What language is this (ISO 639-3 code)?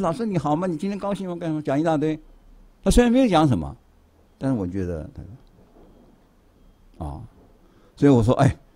zho